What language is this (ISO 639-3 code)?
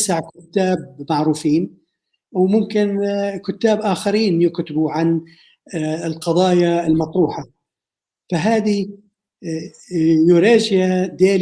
apc